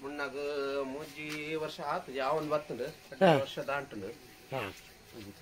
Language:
Tulu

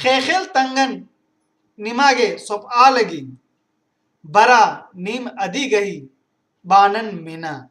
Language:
Kurukh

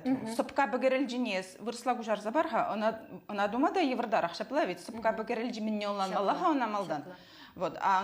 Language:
Chuvash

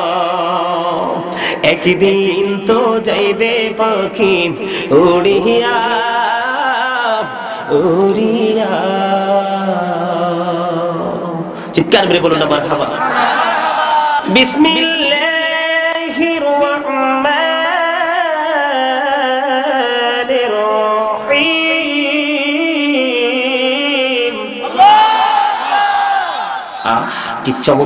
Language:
Bangla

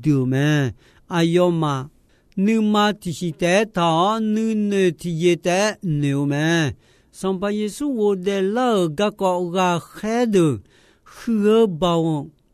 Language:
Akha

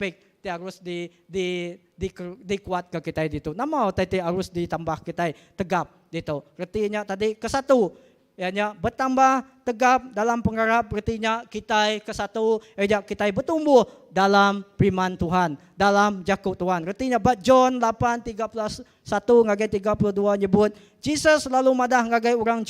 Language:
Iban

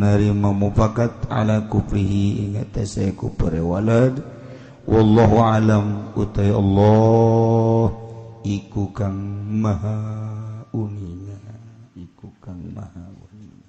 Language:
Sundanese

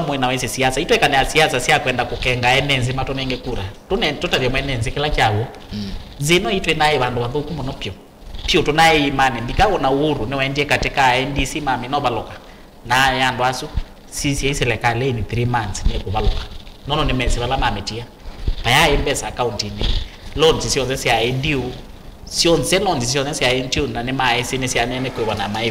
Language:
Kamba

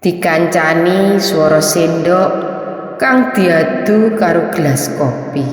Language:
Javanese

